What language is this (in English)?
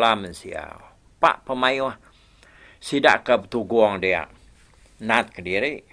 Iban